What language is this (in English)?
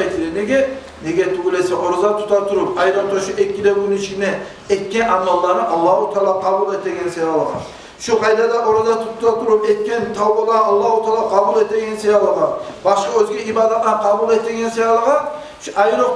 Kumyk